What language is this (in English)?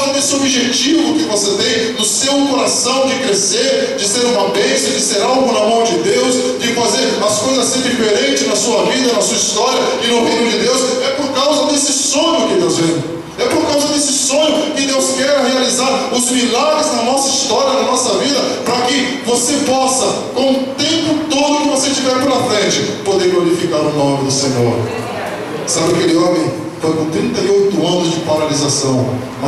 Portuguese